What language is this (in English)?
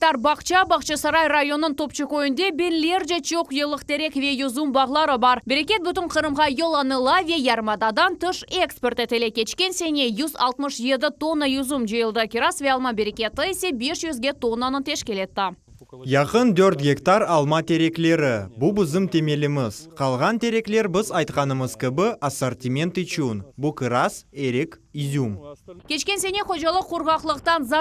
Crimean Tatar